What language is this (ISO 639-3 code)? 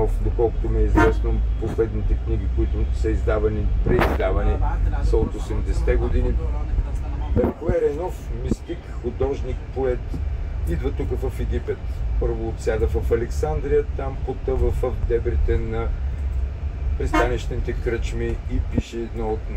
bul